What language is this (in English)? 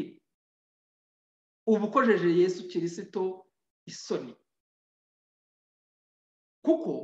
Kinyarwanda